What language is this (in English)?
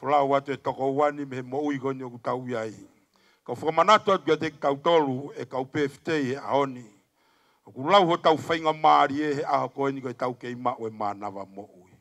Tongan